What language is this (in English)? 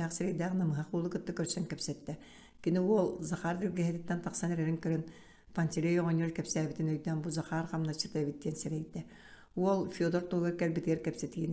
Yakut